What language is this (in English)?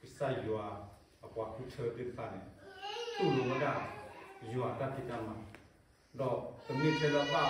S'gaw Karen